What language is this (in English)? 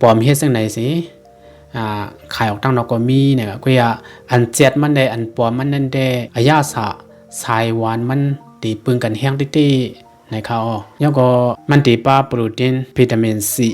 Shan